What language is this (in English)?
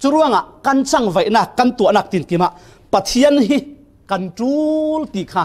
Falam Chin